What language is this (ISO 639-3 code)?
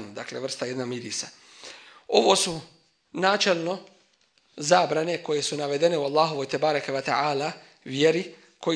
bos